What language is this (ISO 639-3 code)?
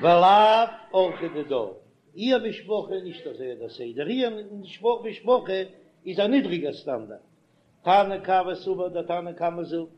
yid